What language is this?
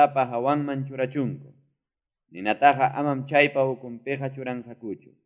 Quechua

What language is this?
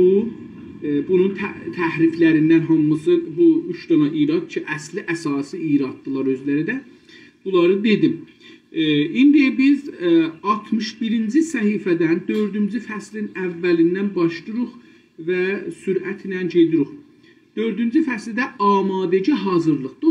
South Azerbaijani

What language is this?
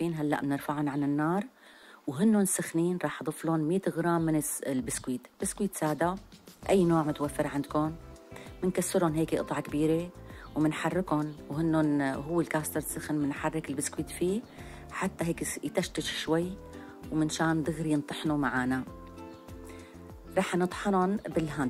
North Levantine Arabic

